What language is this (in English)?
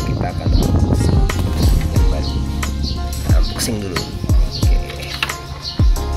Indonesian